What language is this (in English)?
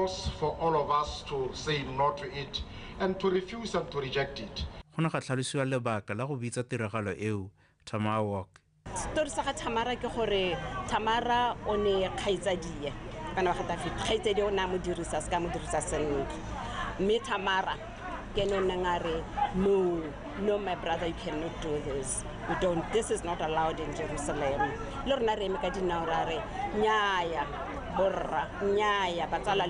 Tswana